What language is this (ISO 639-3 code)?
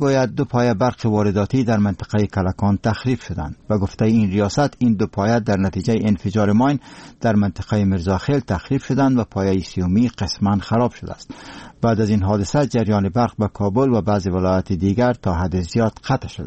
fas